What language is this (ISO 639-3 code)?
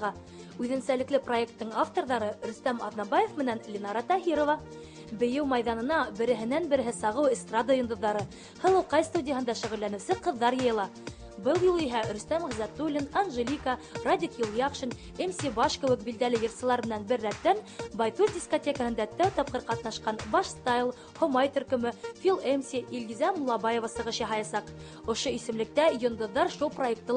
bak